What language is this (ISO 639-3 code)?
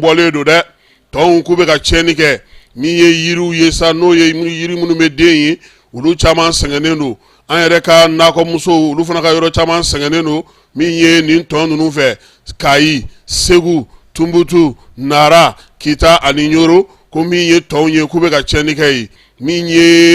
bam